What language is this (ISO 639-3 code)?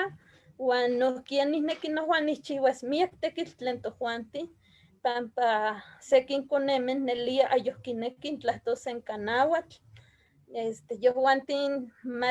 nhe